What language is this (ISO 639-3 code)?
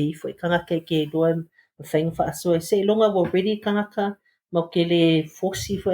smo